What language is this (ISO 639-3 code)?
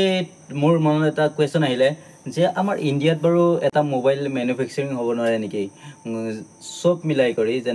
asm